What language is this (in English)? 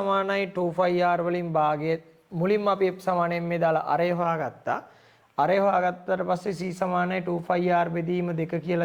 Sinhala